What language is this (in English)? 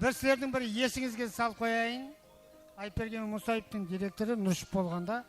Kara-Kalpak